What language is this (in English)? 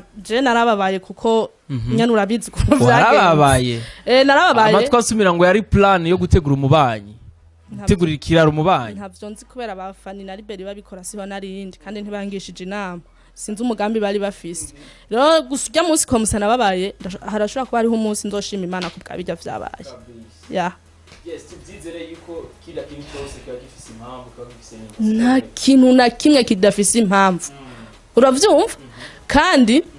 Rundi